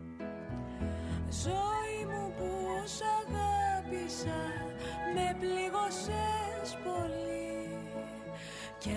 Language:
Greek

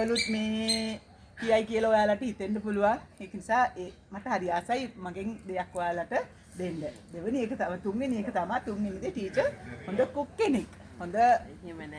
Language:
Sinhala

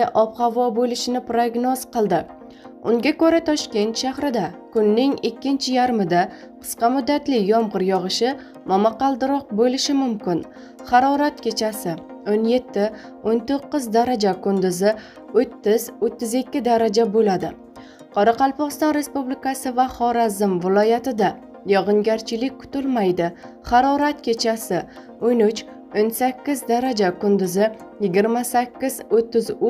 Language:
Uzbek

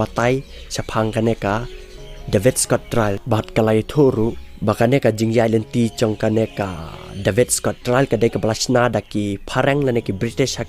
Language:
Khasi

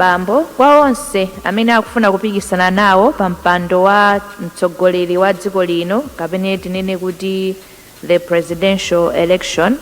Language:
Nyanja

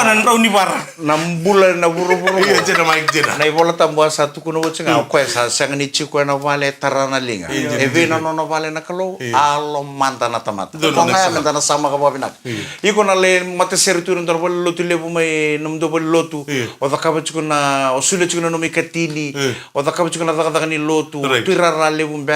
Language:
Fijian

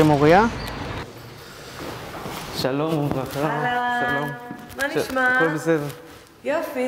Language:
Hebrew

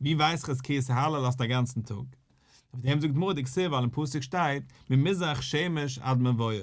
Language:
Yiddish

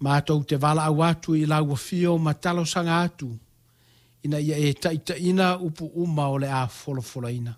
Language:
Samoan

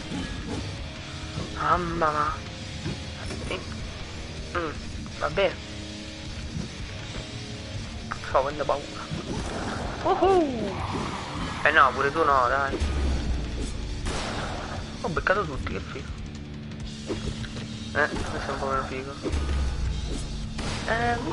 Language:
Italian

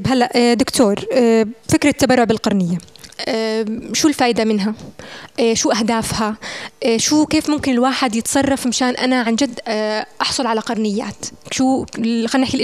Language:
North Levantine Arabic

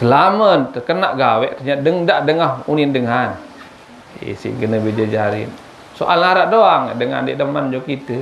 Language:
Sasak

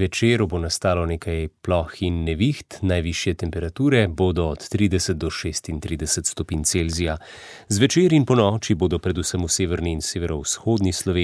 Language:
Slovenian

